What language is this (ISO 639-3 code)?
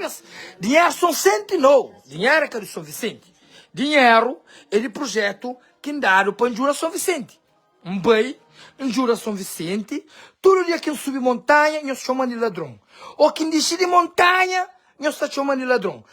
kea